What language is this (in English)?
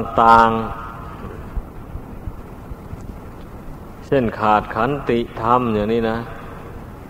Thai